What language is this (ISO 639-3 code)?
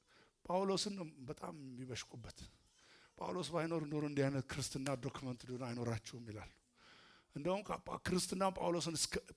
amh